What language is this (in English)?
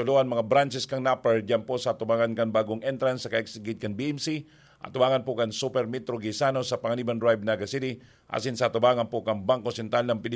Bikol